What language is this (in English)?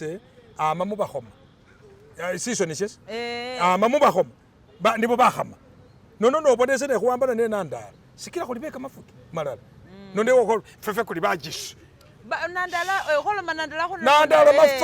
Masaaba